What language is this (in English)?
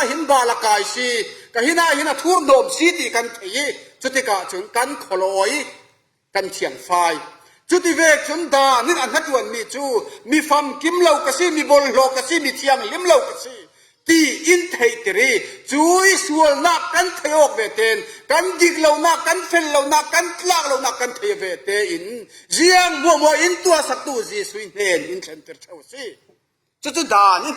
Falam Chin